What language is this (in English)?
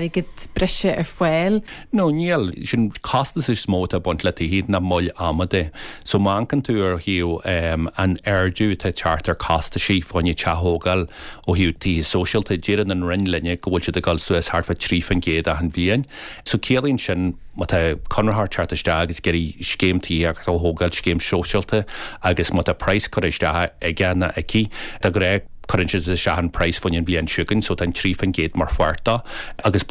Irish